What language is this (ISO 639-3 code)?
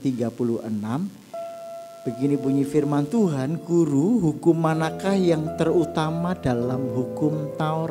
ind